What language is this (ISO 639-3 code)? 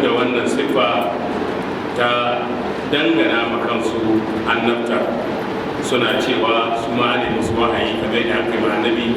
hau